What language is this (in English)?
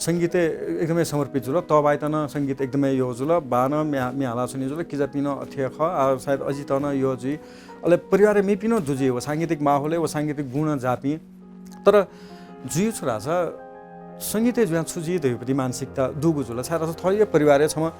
Newari